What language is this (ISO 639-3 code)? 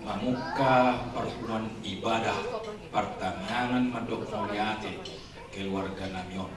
bbc